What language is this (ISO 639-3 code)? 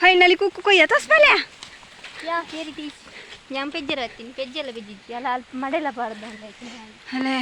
tcy